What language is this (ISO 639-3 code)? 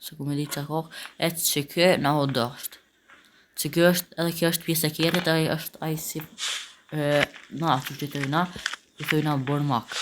sqi